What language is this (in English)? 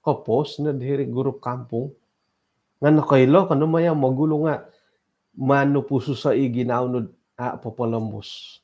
Central Dusun